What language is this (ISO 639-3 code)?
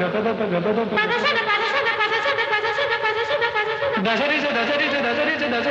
mal